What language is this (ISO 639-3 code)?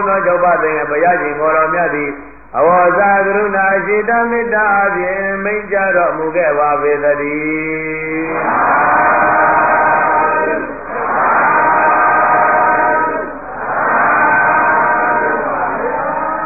mya